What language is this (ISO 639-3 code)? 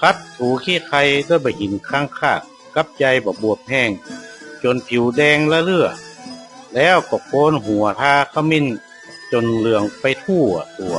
nod